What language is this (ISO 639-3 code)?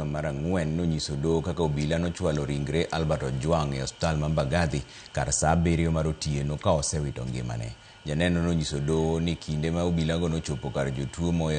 luo